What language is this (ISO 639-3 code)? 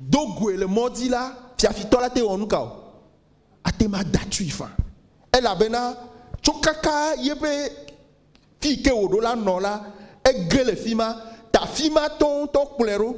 ewe